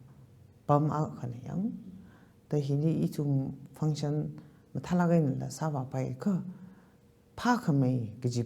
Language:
Tangkhul Naga (India)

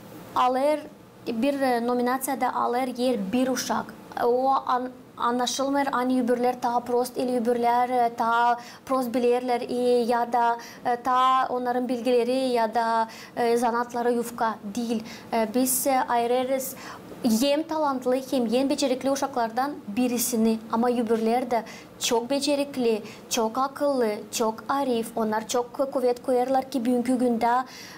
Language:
Gagauz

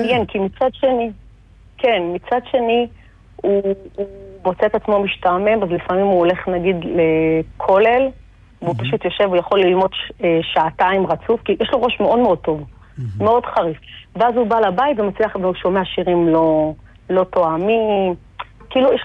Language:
Hebrew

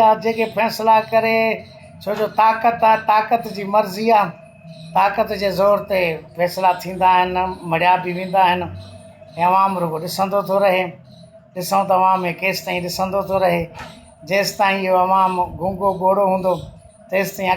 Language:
Sindhi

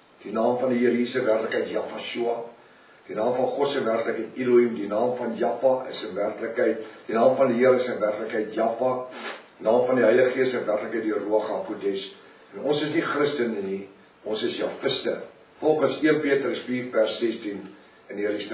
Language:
Afrikaans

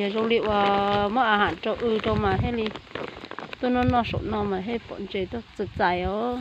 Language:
Hmong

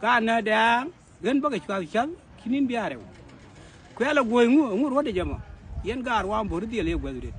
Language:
Nuer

